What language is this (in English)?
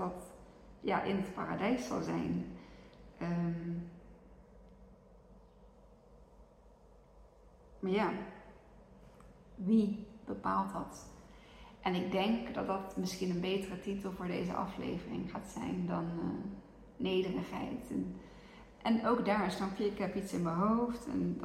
Dutch